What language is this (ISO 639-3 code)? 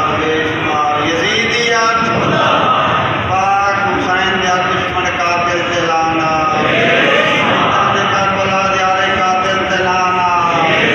skr